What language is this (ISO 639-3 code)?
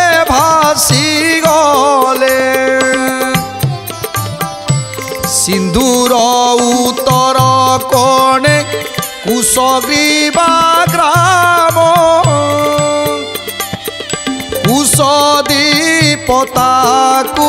ori